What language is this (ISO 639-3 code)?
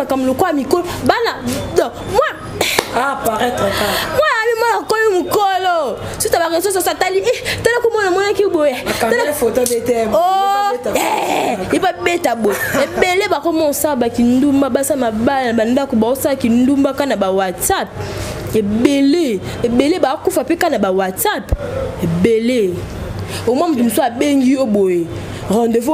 lin